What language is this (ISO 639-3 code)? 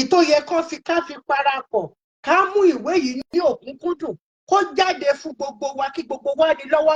yor